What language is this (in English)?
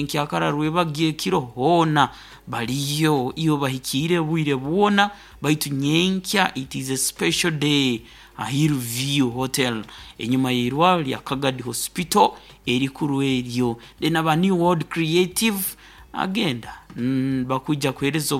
Nyoro